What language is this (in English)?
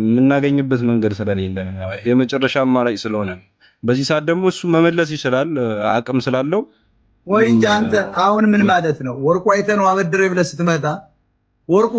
Amharic